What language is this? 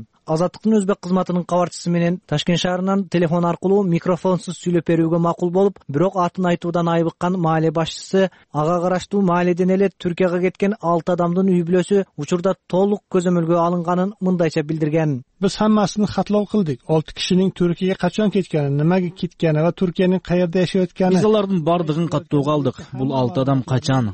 Kyrgyz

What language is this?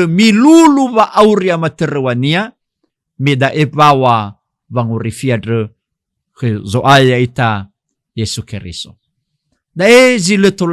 Nias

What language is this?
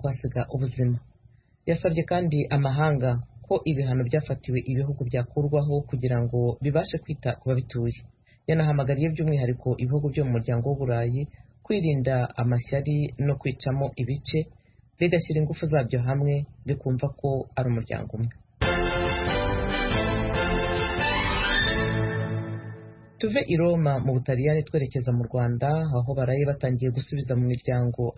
Kinyarwanda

